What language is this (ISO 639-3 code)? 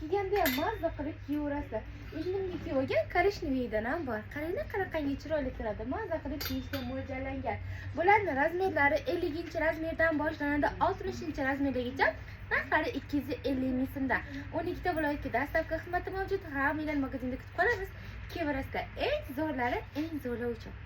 uzb